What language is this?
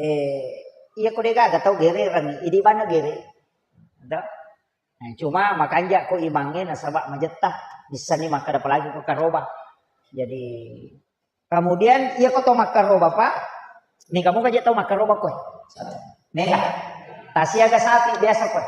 Buginese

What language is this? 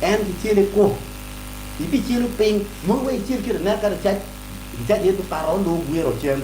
Acoli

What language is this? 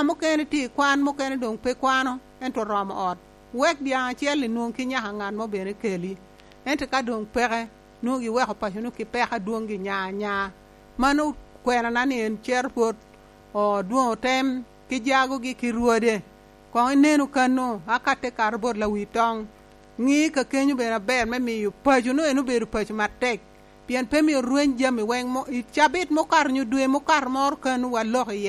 Lango (Uganda)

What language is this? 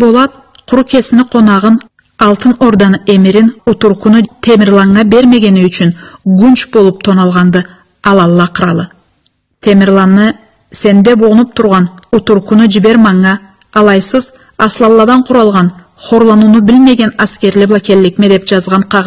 Karachay-Balkar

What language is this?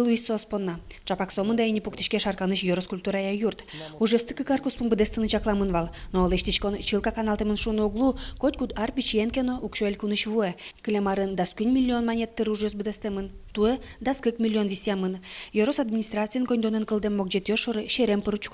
Udmurt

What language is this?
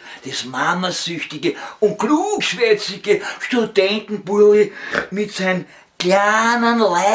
Bavarian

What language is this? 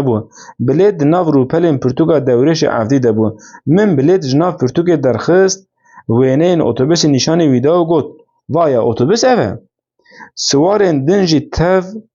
Kurdish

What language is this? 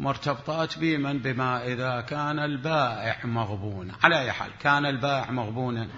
Mesopotamian Arabic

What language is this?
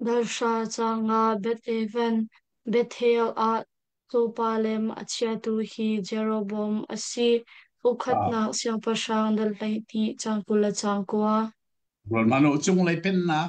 Hakha Chin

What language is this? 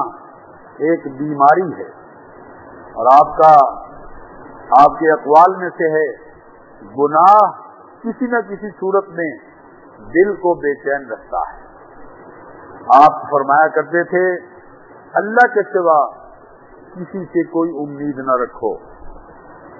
Urdu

